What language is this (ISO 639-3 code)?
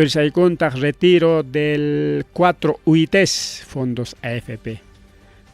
quy